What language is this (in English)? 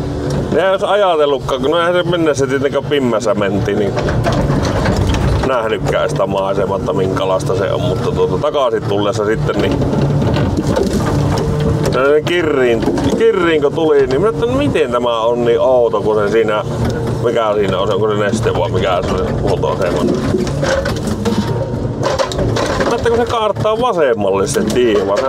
Finnish